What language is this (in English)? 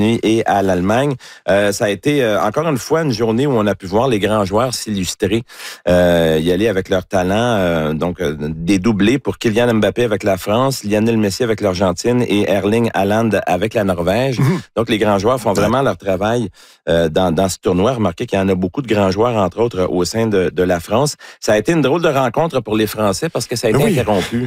French